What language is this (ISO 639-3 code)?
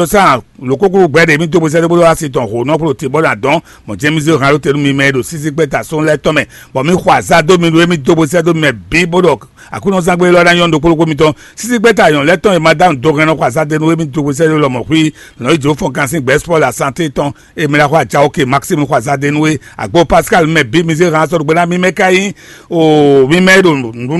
fon